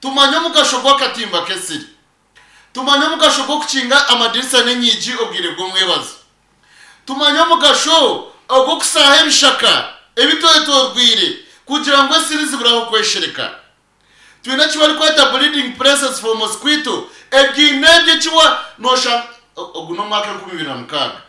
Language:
Nyankole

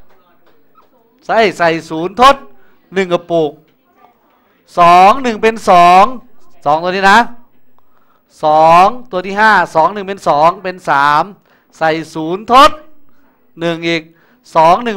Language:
Thai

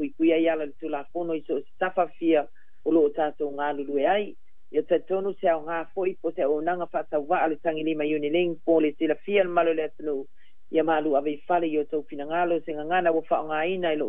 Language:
Samoan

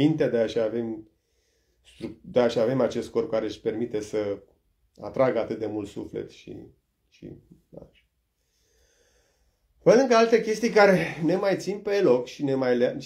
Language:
Romanian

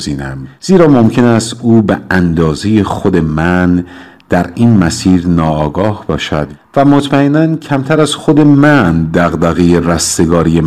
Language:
Persian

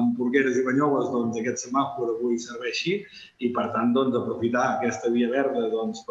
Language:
Catalan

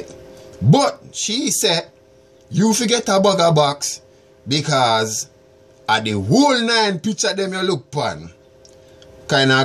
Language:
Jamaican Creole English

